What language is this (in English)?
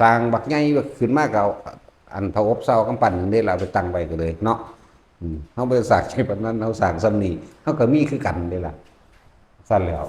Northeastern Thai